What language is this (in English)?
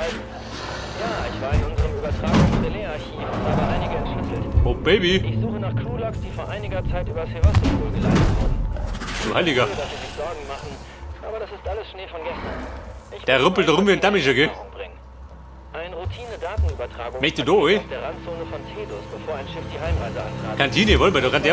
Bavarian